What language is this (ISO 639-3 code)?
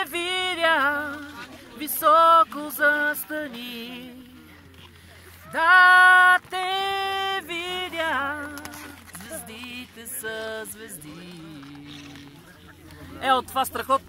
bul